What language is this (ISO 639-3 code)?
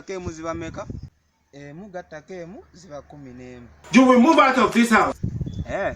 lug